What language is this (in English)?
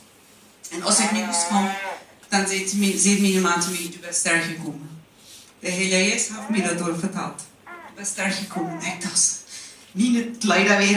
Plautdietsch